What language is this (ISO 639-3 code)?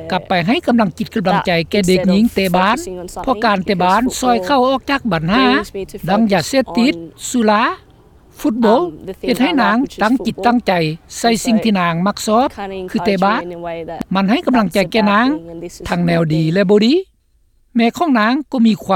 lao